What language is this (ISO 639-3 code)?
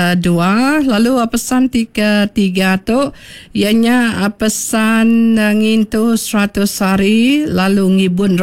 iba